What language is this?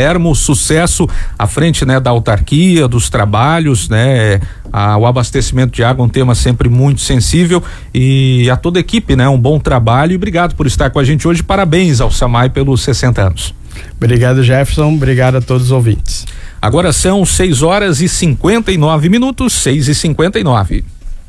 Portuguese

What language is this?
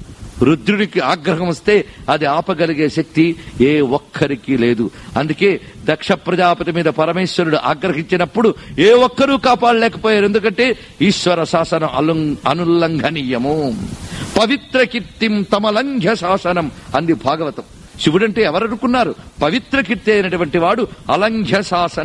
Telugu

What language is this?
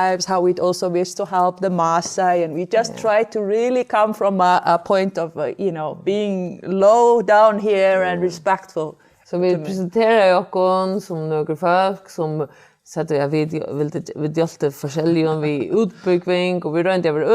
Faroese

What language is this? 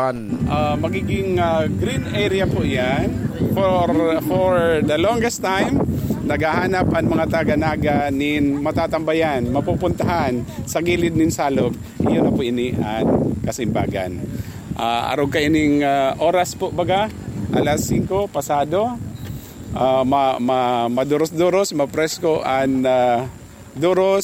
Bikol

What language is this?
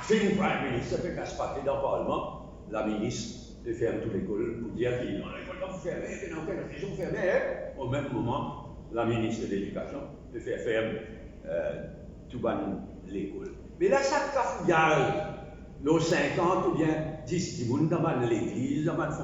Morisyen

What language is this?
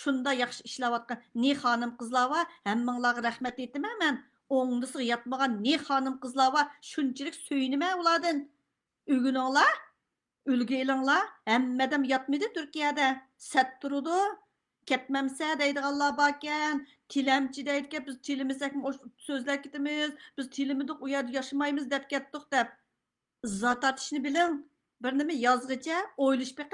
Uyghur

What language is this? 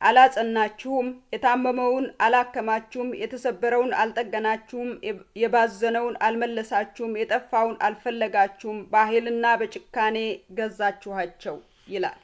Amharic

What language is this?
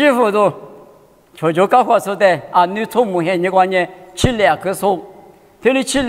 Lisu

